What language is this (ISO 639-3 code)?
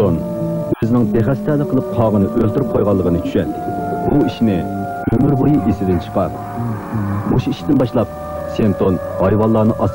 uig